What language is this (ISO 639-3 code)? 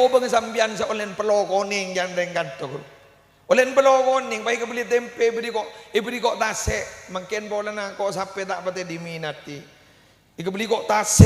mad